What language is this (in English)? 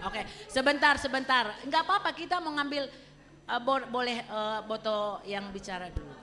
Batak Simalungun